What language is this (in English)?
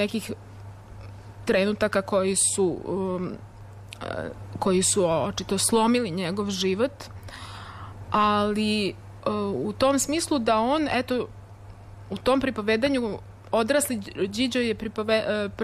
Serbian